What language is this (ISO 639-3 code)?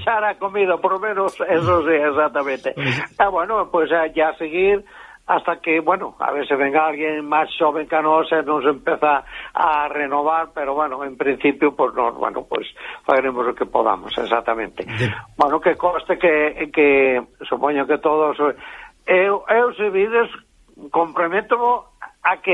glg